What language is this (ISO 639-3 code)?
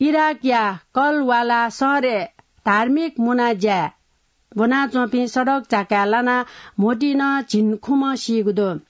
new